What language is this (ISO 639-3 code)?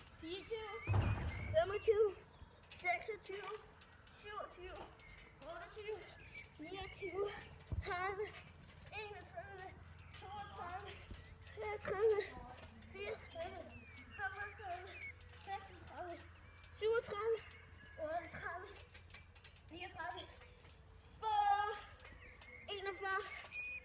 dan